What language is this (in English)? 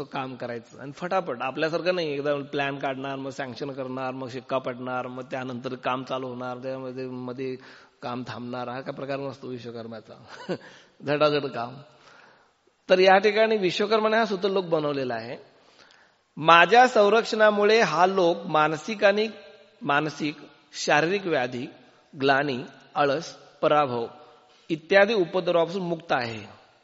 Marathi